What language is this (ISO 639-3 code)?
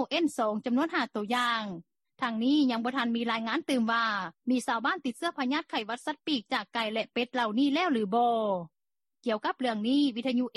lao